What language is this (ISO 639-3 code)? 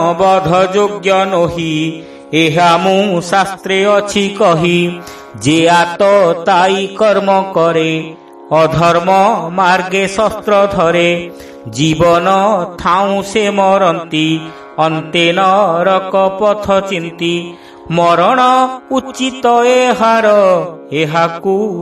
ori